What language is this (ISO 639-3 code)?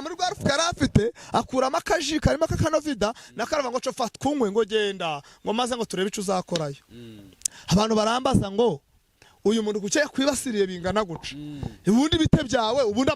kin